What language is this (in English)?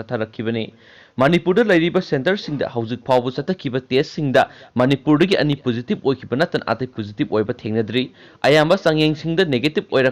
Manipuri